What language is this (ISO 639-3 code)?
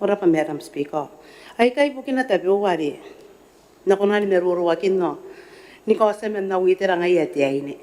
gil